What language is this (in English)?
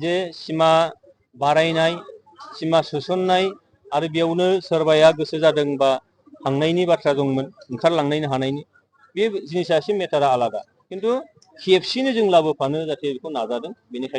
Bodo